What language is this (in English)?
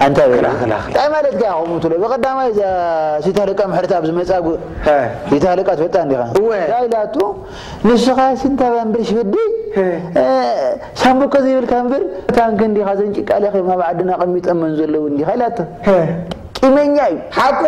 Tigrinya